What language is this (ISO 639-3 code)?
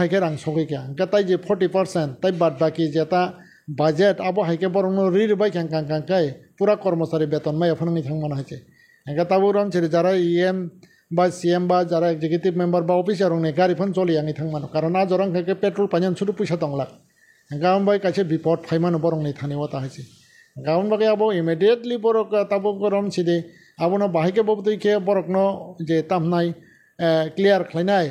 trp